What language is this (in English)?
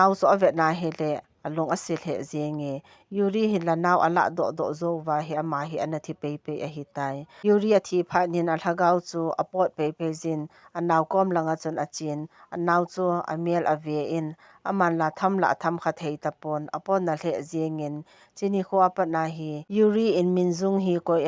Thado Chin